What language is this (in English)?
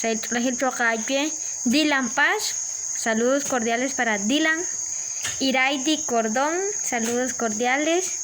Kekchí